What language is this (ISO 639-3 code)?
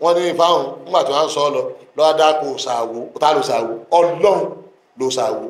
yor